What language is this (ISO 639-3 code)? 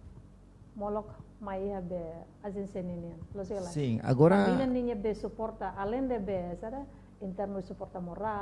tet